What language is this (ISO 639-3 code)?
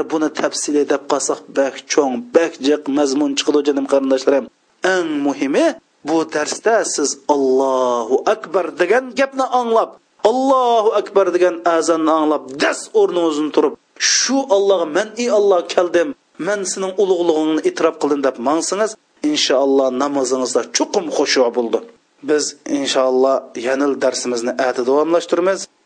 uig